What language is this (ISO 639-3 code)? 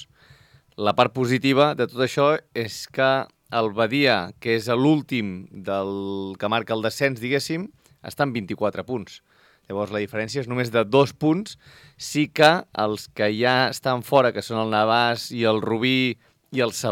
cat